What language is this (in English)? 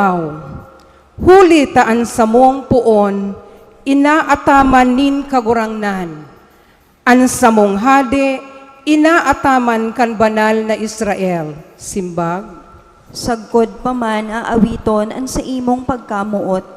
Bikol